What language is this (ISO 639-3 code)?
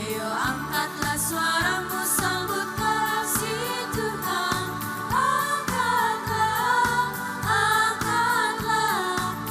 abs